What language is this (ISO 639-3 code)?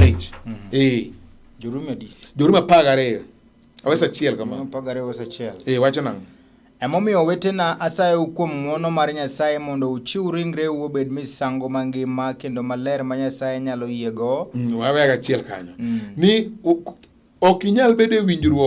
luo